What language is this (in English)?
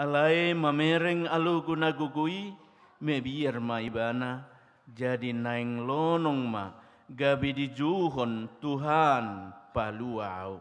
Batak Toba